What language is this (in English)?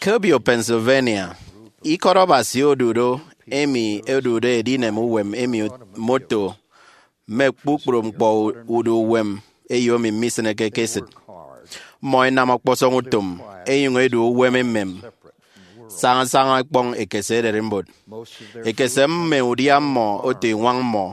Efik